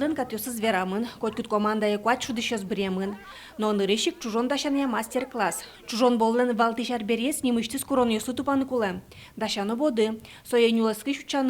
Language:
Udmurt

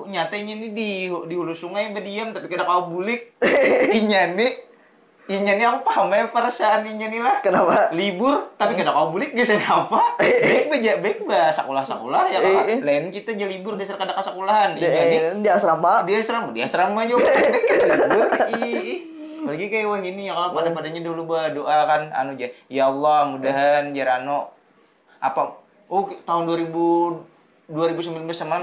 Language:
Banjar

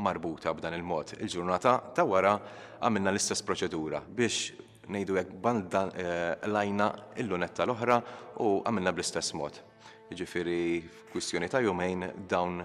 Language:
Maltese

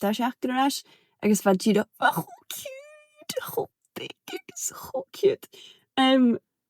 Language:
Scottish Gaelic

